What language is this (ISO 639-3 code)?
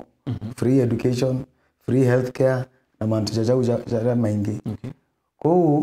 mer